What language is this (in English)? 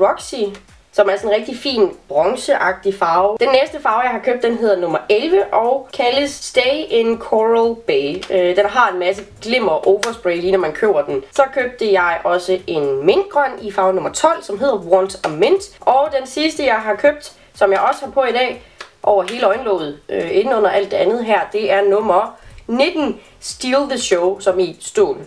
Danish